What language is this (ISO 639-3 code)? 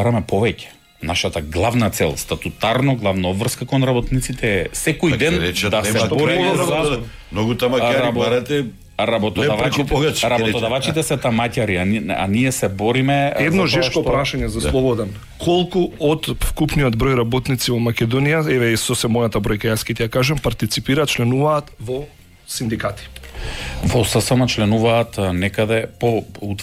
mkd